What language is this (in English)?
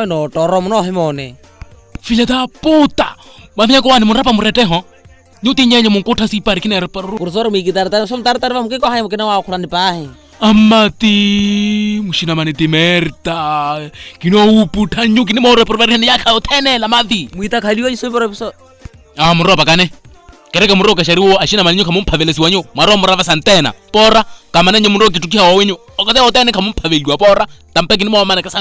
Makhuwa